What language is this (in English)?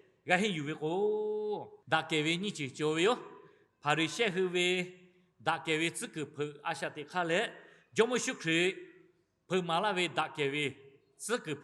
Lahu